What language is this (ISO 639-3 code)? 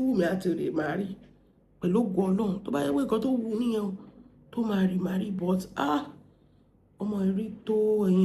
yor